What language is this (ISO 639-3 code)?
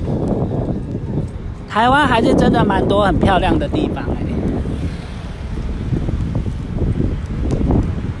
zho